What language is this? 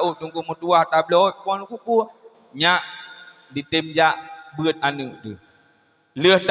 Achinese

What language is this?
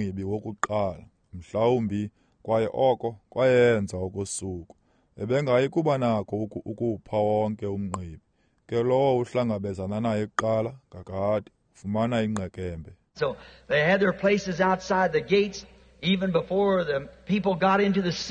Xhosa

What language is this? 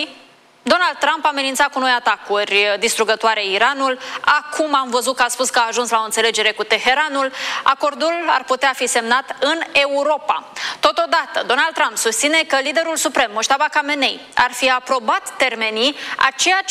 Romanian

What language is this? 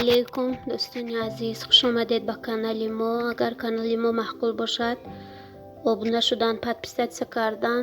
Tajik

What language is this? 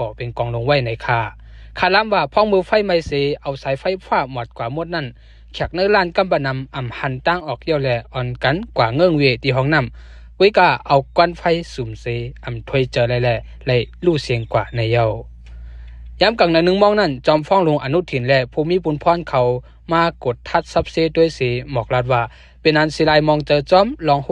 Shan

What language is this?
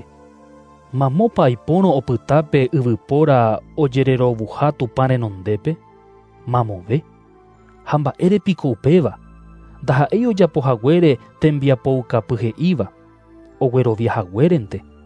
Guarani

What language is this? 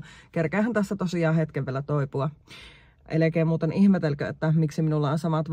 Finnish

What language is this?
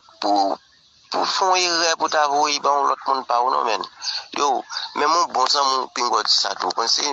Haitian Creole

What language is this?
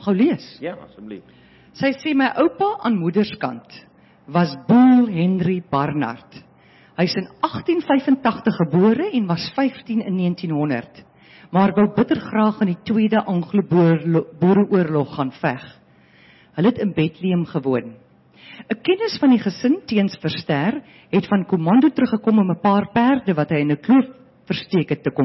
Afrikaans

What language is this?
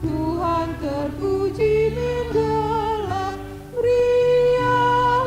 Batak Karo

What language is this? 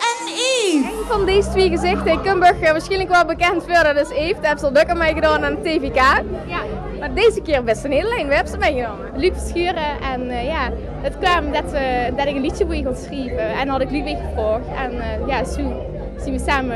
Limburgish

